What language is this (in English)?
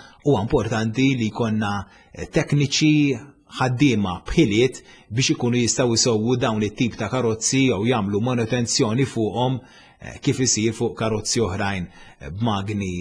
Maltese